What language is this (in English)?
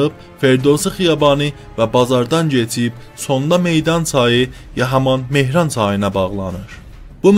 South Azerbaijani